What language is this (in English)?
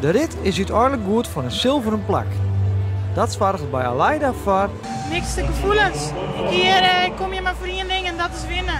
Western Frisian